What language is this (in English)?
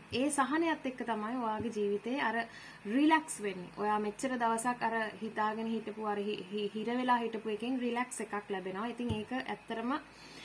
Sinhala